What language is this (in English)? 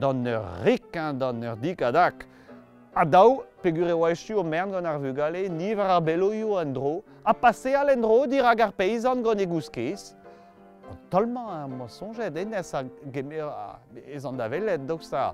Breton